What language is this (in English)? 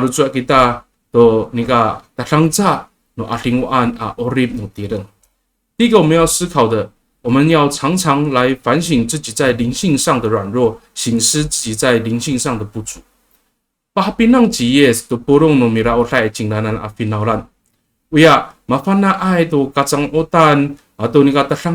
Amis